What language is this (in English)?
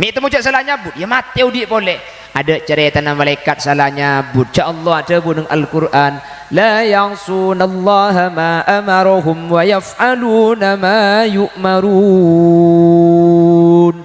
Madurese